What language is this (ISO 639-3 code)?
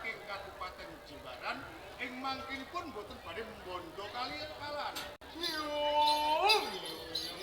jav